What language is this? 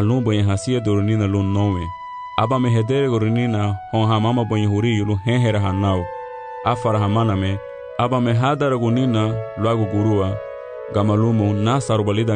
Garifuna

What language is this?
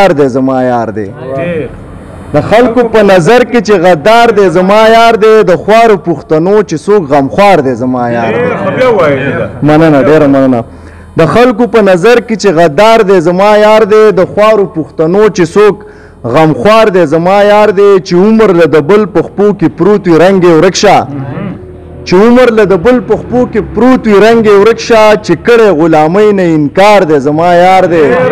Pashto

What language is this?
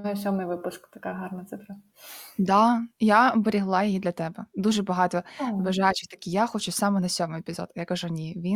Ukrainian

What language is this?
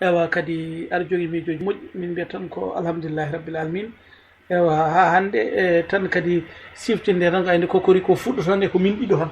Fula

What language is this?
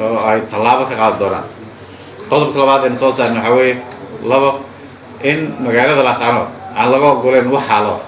Somali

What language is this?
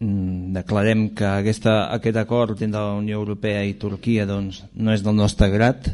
Catalan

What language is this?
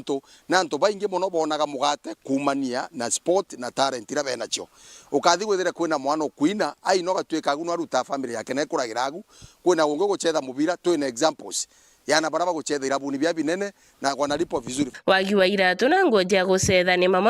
Meru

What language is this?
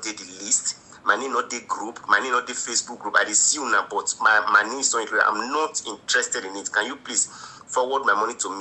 Nigerian Pidgin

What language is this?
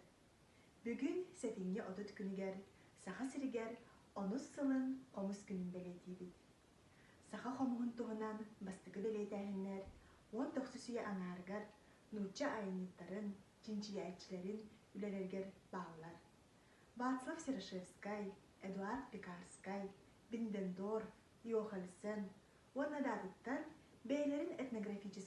Yakut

